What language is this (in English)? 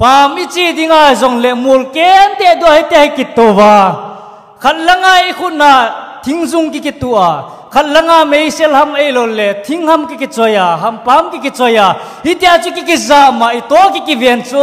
Thado Chin